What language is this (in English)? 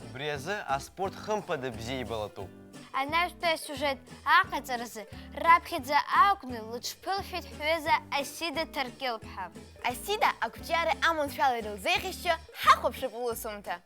Abkhazian